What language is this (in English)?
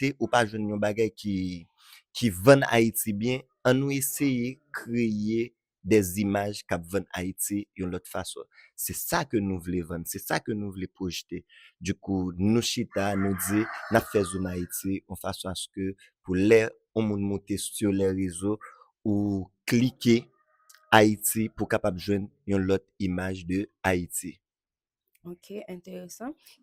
Haitian Creole